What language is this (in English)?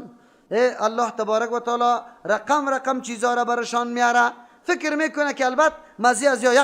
Persian